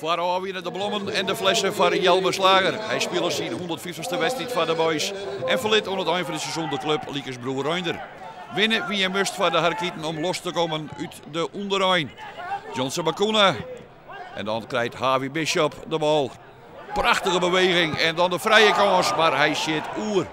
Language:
Western Frisian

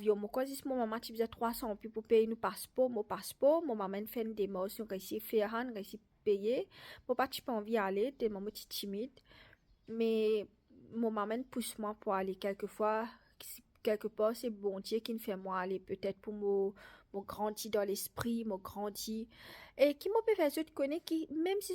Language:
Morisyen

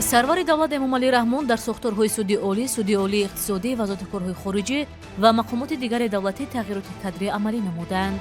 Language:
Tajik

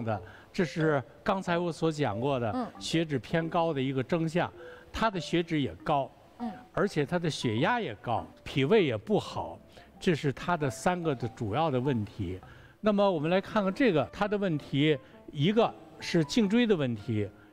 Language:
Chinese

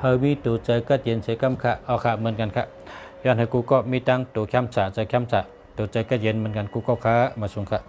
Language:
Shan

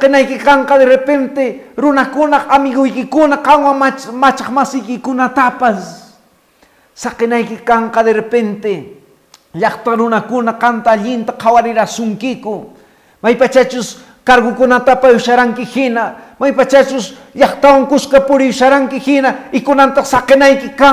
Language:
Quechua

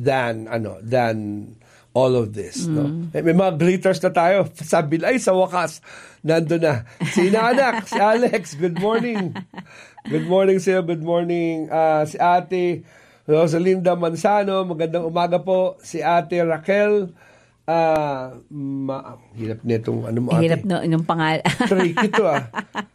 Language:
Filipino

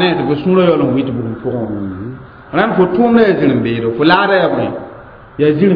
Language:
Mossi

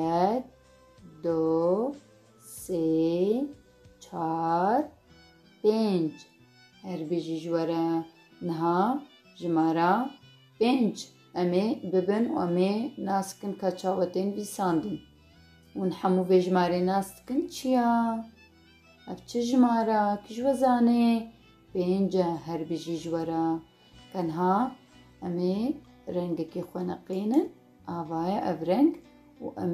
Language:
Kurdish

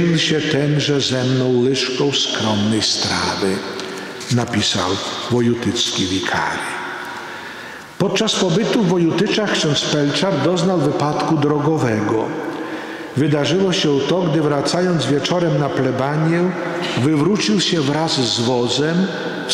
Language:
Polish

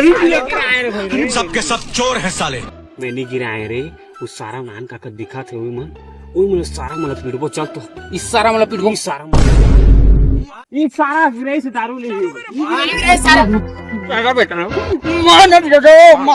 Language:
Chhattisgarhi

